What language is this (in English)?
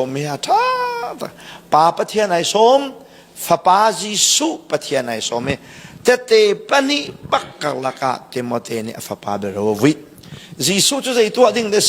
Hakha Chin